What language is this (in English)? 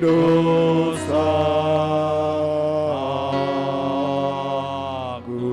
Batak Simalungun